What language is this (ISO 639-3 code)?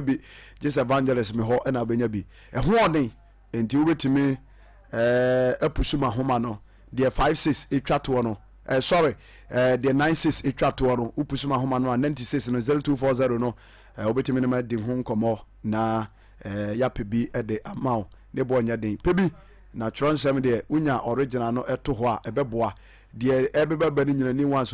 aka